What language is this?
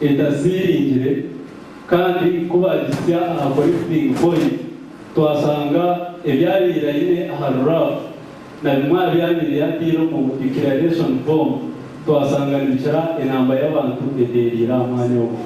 Nyankole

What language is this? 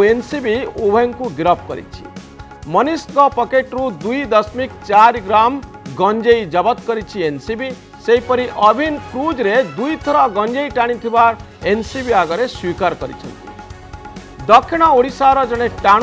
Odia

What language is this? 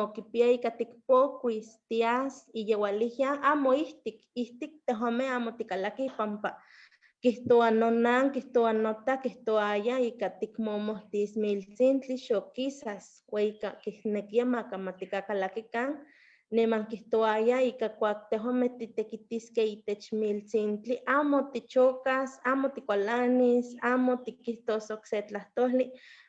Eastern Huasteca Nahuatl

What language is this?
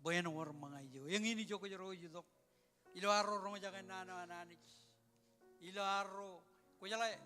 Marshallese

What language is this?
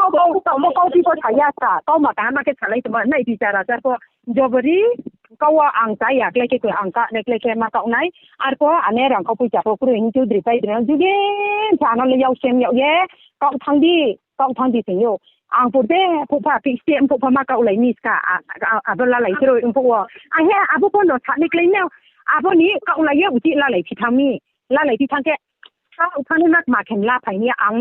Riang (India)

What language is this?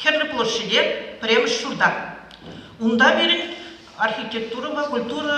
Chuvash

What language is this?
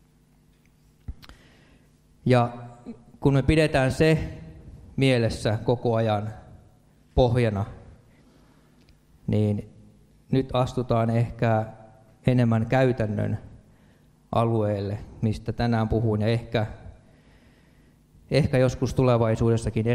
Finnish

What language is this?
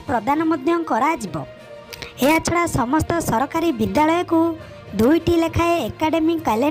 Odia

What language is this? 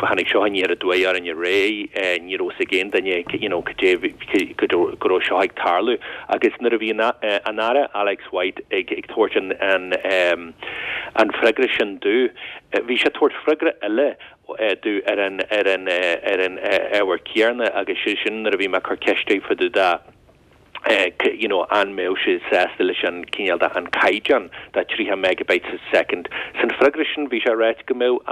Irish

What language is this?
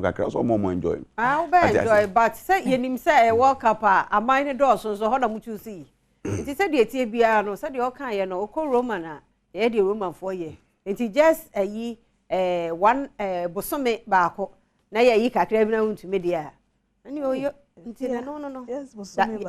Akan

